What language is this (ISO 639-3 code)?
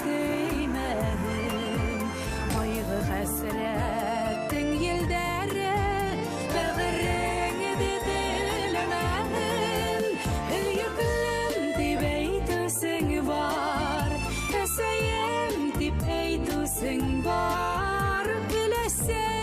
bak